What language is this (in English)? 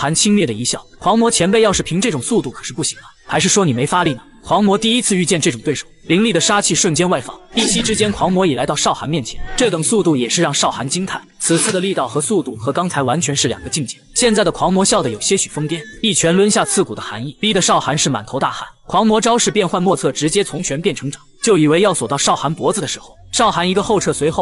Chinese